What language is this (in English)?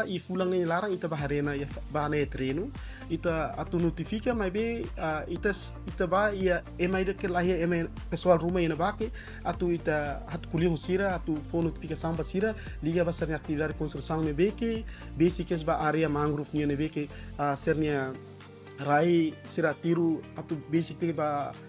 Tetum